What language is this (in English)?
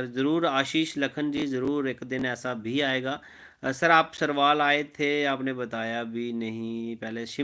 Dogri